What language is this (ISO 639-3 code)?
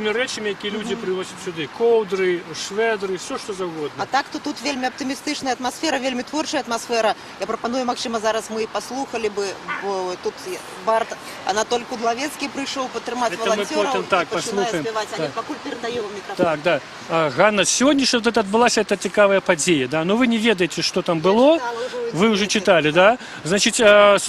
bel